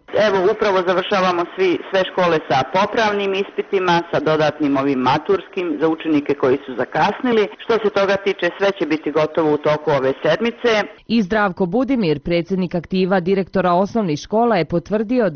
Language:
Bosnian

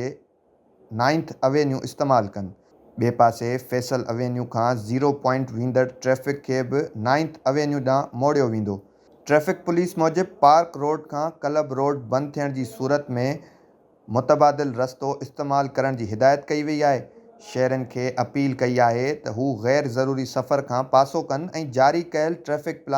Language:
Sindhi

